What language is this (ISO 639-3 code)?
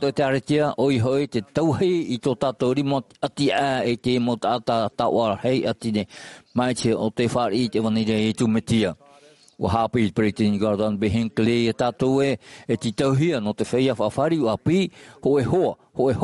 tah